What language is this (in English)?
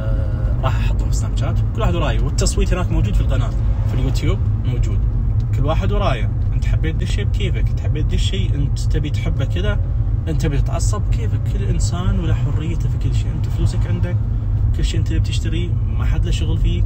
Najdi Arabic